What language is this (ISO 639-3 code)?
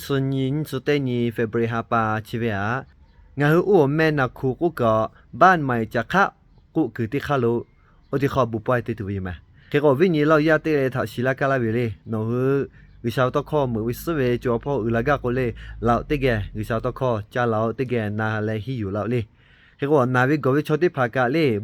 lhu